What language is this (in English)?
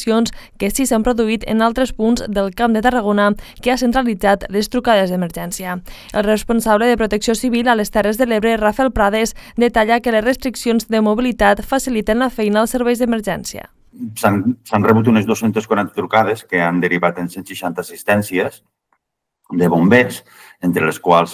Catalan